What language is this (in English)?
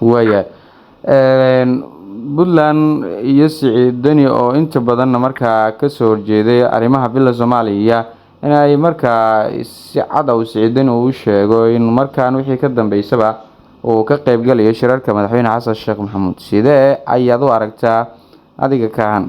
Somali